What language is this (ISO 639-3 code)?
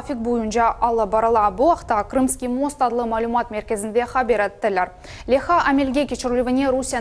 crh